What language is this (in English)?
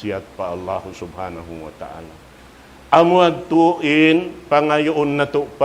Tausug